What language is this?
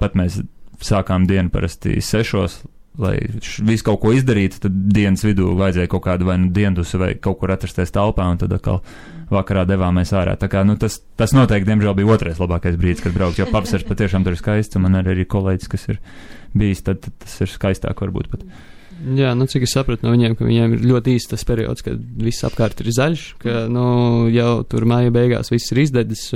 Latvian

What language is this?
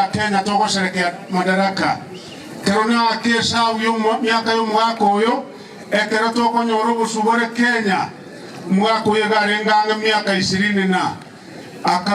Gusii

